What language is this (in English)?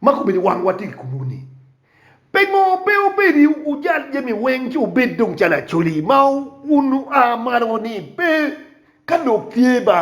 Acoli